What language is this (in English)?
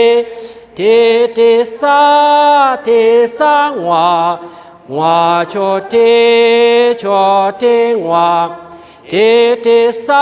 Lisu